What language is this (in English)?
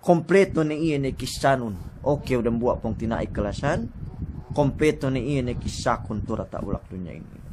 Yakan